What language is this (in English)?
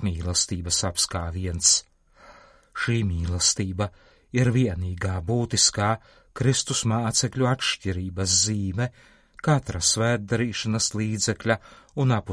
Latvian